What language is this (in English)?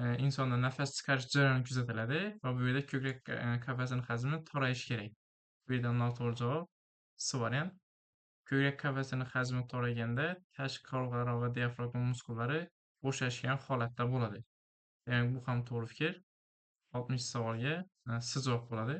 Uzbek